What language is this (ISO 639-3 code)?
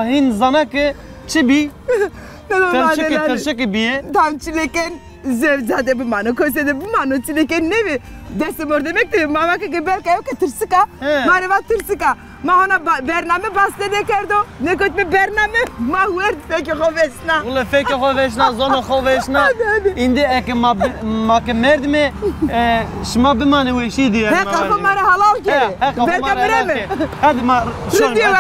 zza